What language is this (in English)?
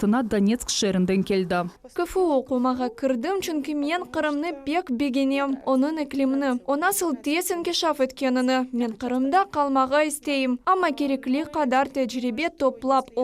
Crimean Tatar